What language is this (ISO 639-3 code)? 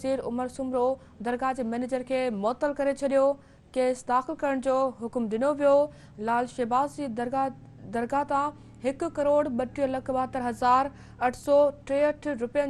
snd